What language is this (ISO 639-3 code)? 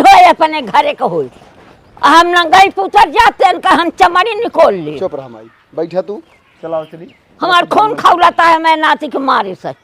awa